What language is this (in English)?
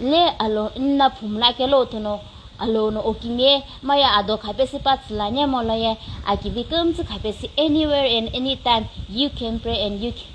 Sumi Naga